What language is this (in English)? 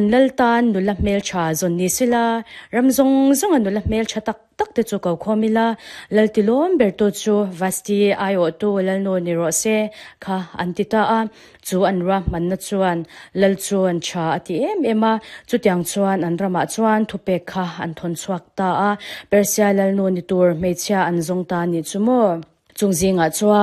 Mizo